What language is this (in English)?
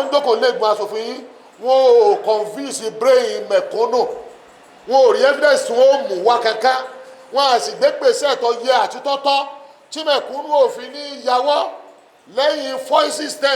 Yoruba